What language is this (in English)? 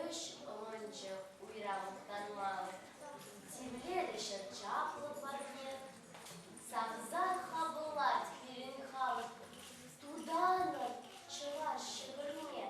Chuvash